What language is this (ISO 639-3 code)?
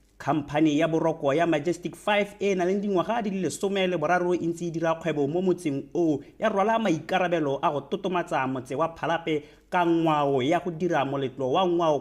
tsn